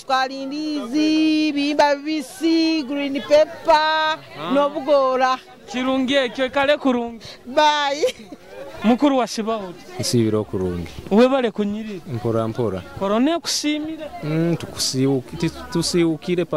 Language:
Nyoro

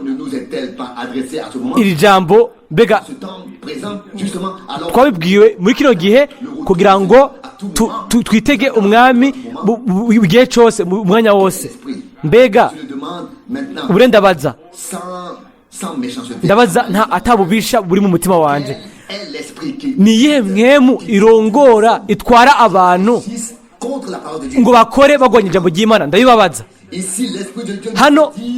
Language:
Rundi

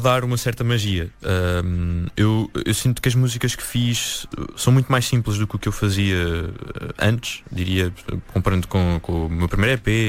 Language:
Portuguese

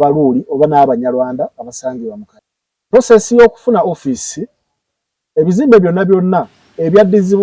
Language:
Ganda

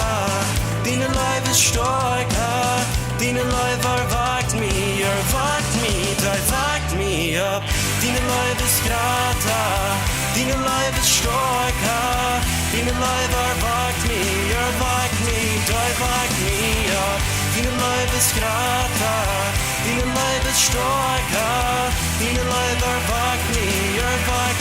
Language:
Plautdietsch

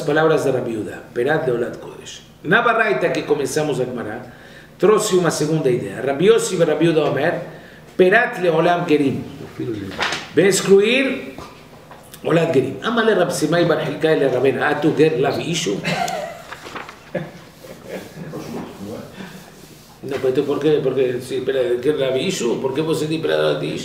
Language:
Portuguese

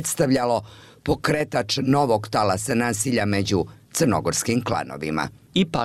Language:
Bosnian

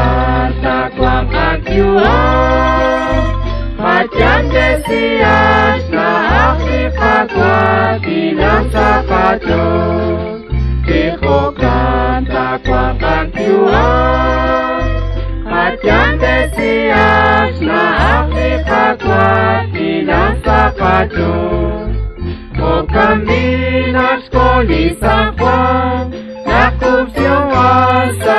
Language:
Kekchí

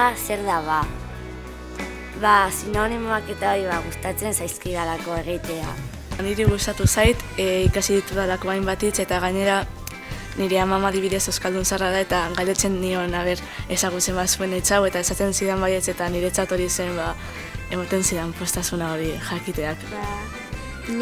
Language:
Basque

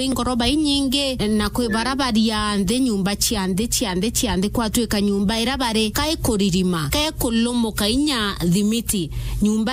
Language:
Meru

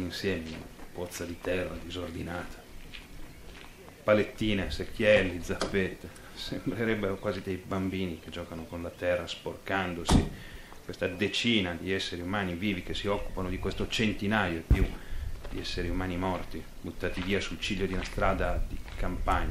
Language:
Italian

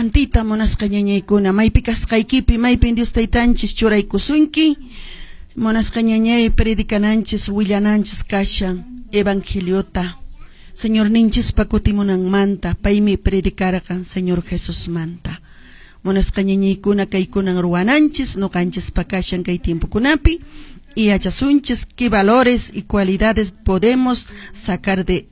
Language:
Quechua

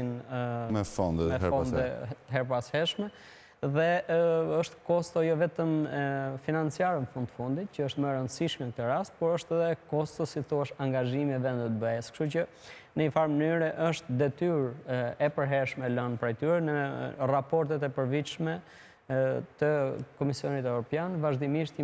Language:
Albanian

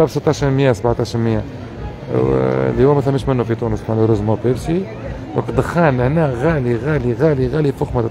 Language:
Tunisian Arabic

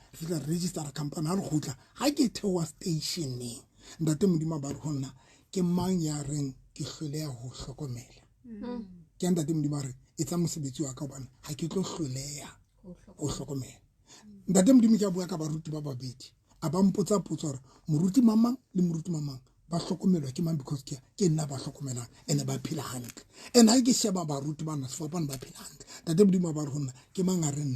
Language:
Southern Sotho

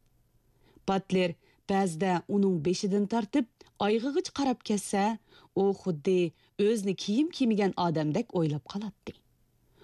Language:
Uyghur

